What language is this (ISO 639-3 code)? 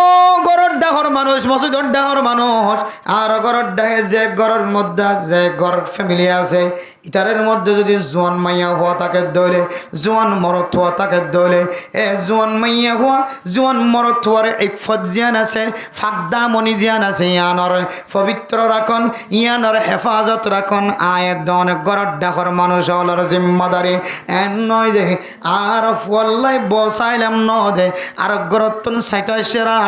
rhg